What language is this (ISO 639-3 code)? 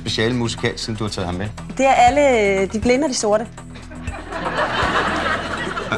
dan